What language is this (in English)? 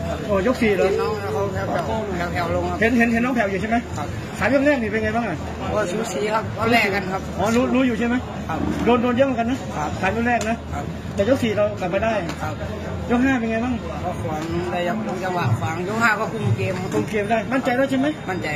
Thai